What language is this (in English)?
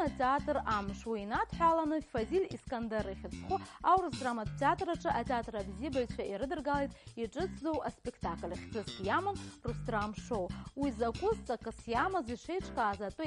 Abkhazian